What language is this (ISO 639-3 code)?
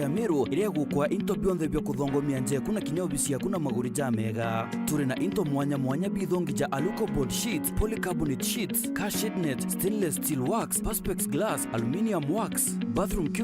mer